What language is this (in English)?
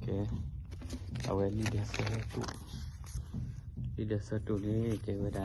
S'gaw Karen